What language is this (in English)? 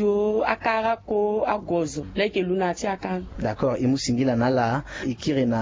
Sango